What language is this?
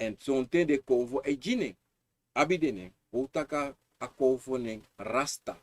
Sranan Tongo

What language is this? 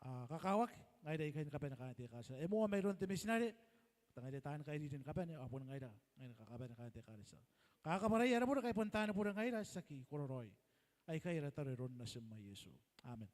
Gilbertese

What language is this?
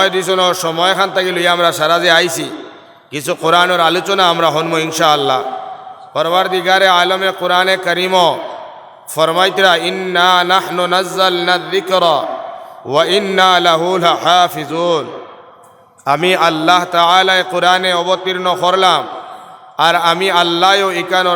Sylheti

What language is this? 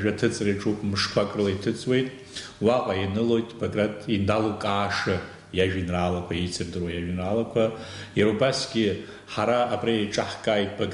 Abkhazian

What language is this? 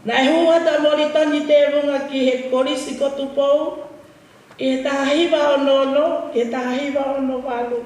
Tongan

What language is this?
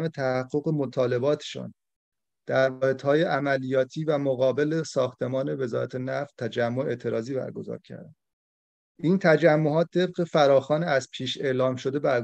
Persian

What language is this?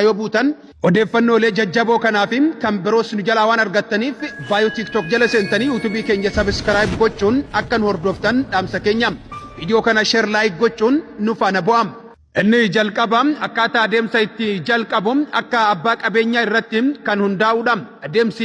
Oromo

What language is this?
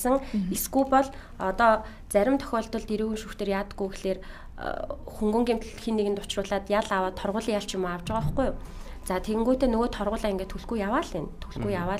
Mongolian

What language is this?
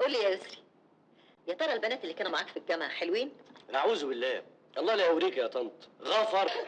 Egyptian Arabic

